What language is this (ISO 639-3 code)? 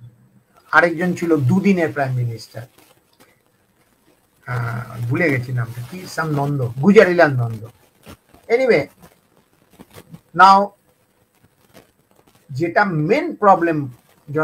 ben